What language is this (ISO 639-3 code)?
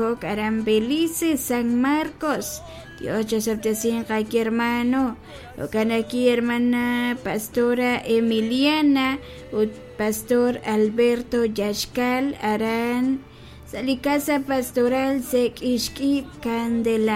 kek